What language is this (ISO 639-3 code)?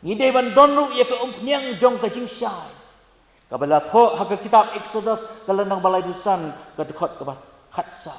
kha